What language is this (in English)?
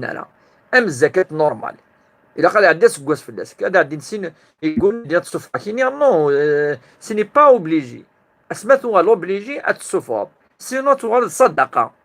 Kabyle